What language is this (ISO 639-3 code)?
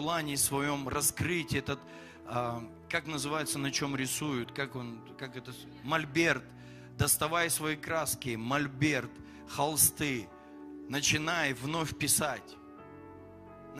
rus